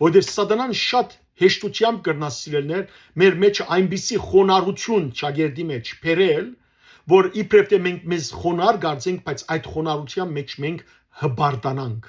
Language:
Western Armenian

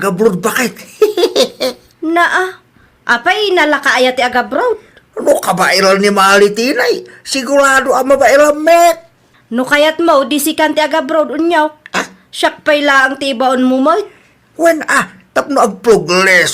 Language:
Iloko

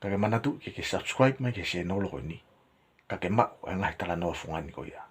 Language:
Tongan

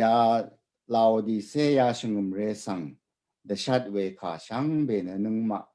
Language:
Rawang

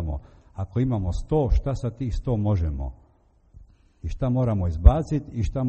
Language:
Croatian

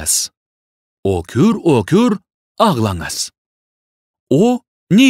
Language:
Crimean Tatar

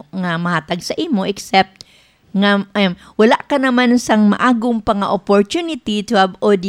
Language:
Hiligaynon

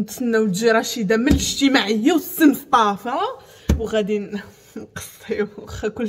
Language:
Moroccan Arabic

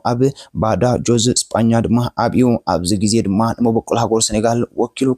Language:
Tigrinya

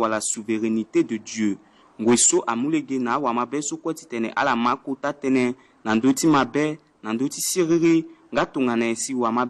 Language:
Sango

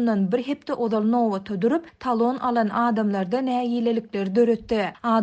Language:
Turkmen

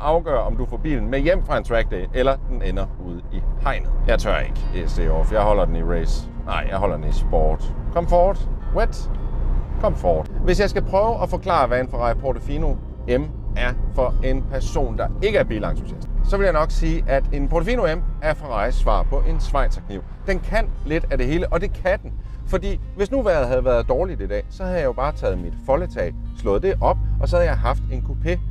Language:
Danish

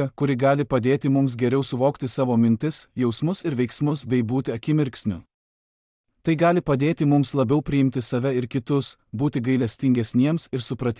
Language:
Lithuanian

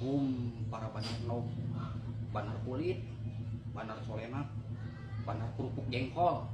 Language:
Sundanese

